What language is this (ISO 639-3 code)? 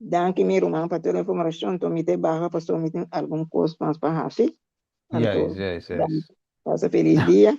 pap